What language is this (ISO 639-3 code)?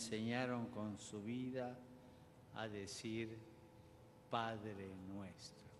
pol